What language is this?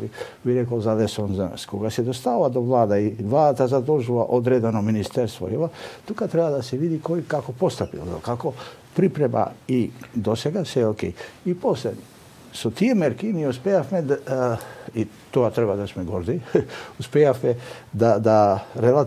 Macedonian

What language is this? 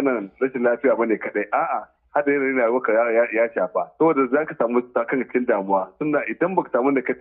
Hausa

